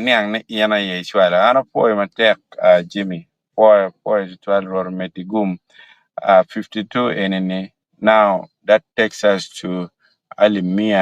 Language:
Acoli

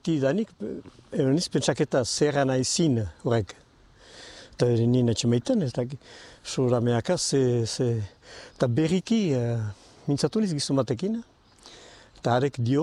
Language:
Basque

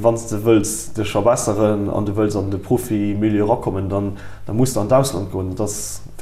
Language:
Luxembourgish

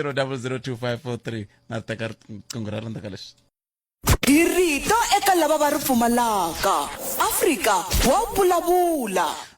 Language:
Tsonga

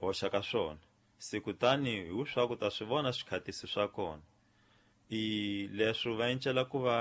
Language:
Tsonga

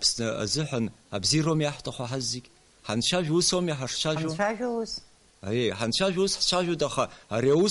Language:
Abkhazian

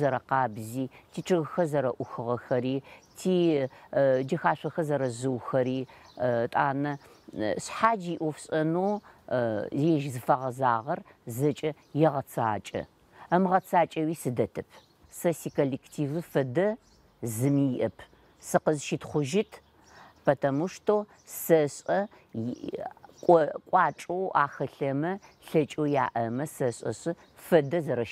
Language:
Adyghe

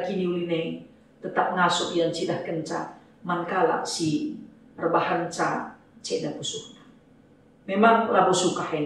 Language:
Batak Karo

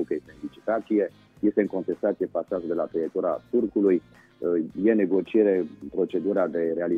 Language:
Romanian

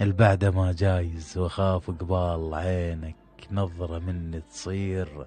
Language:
Mesopotamian Arabic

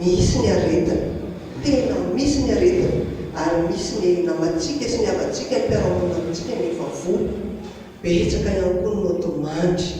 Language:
Malagasy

